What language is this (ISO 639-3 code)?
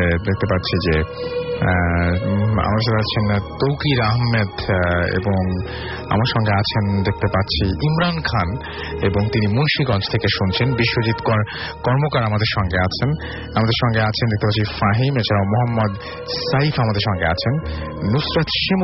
ben